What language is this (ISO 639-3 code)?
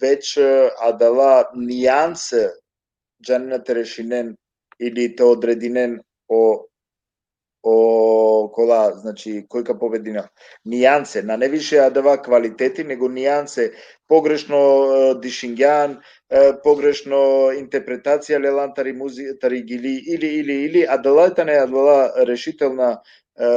rmn